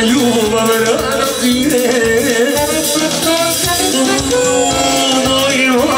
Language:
Serbian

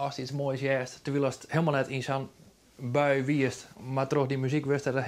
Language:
Western Frisian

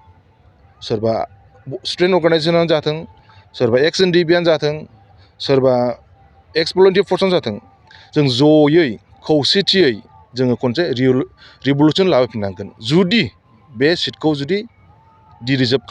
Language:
Bodo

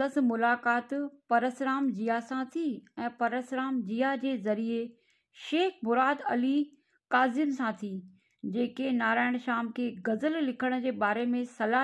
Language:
Sindhi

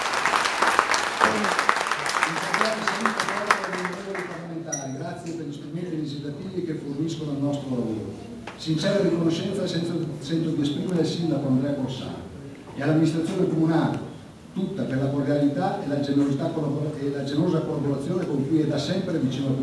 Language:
Italian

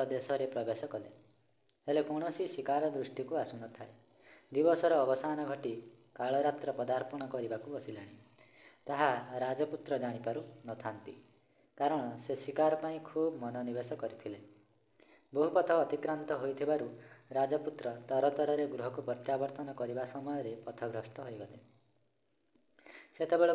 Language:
Odia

